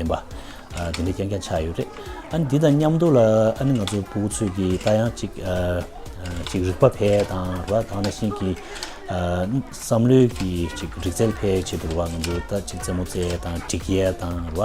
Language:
Tibetan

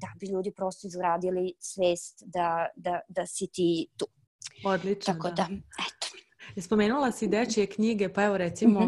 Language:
Serbian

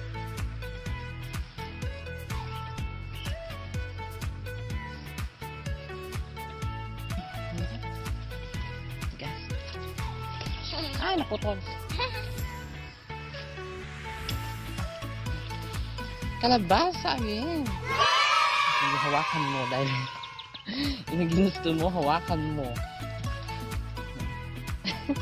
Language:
Filipino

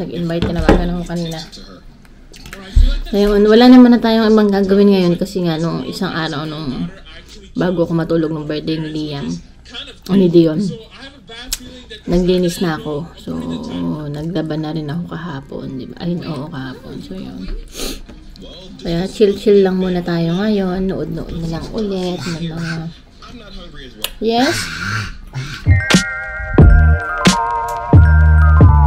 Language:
Filipino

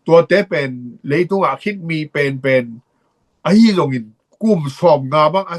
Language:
Tedim Chin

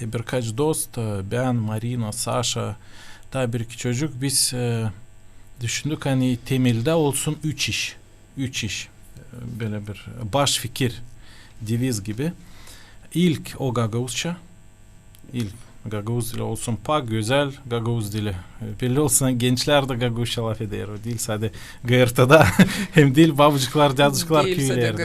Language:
Gagauz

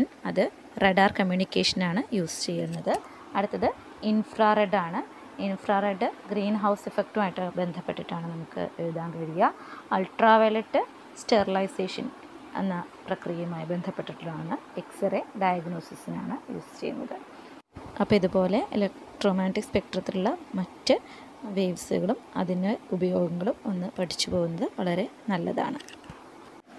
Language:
Malayalam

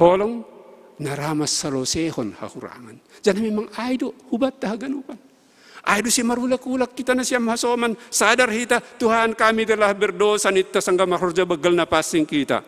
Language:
Batak Simalungun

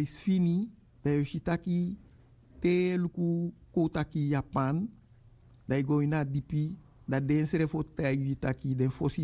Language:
Sranan Tongo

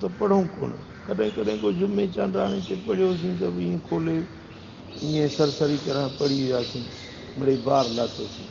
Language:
Sindhi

